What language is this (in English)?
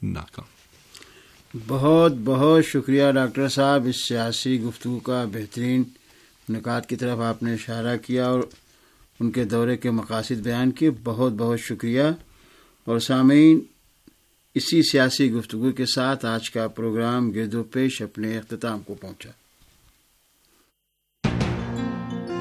Urdu